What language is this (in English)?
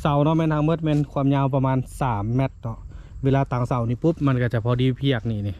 Lao